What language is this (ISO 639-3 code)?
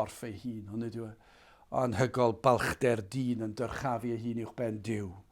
cym